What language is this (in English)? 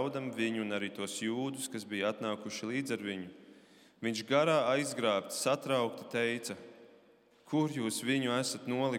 Latvian